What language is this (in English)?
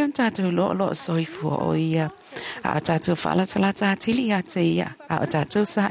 Samoan